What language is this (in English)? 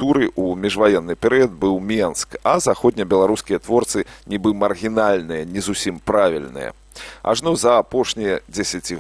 Belarusian